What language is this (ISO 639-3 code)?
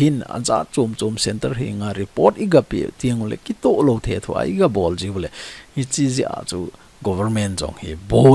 tcz